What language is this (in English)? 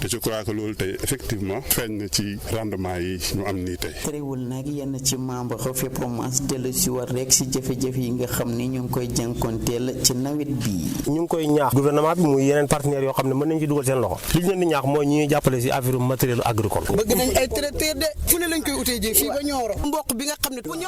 Wolof